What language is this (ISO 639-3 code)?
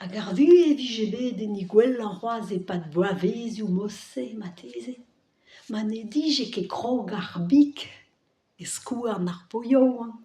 bre